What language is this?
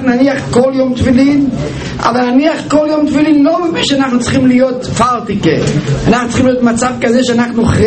Hebrew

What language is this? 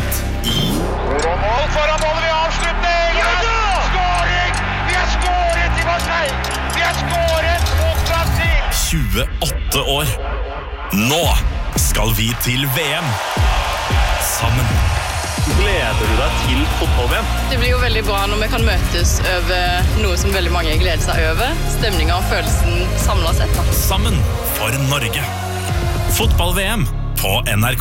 Norwegian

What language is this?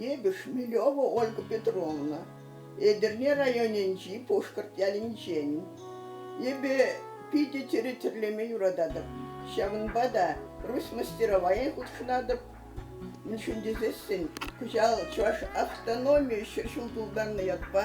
Chuvash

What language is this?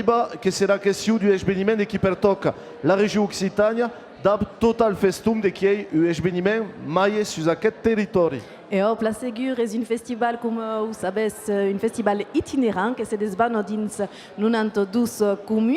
Occitan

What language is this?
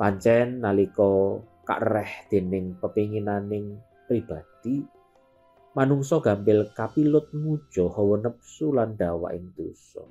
Javanese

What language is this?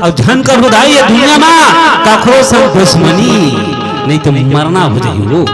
Chhattisgarhi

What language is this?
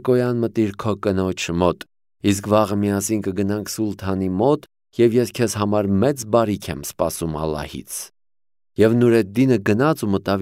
Armenian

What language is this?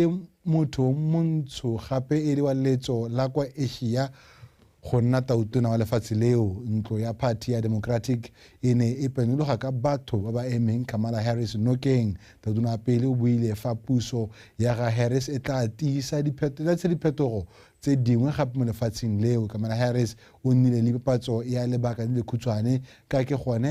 Tswana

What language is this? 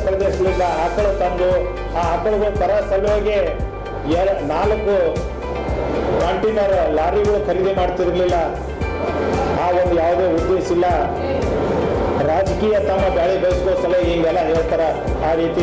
Kannada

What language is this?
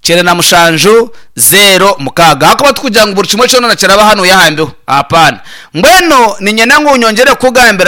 Nyankole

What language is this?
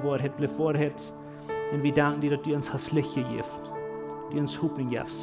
Plautdietsch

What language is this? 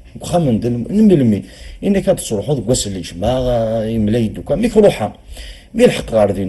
Kabyle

